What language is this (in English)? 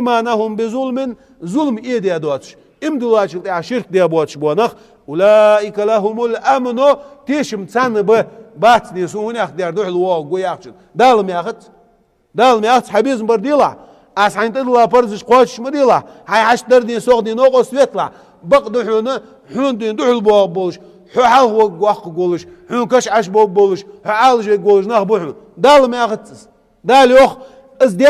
Ingush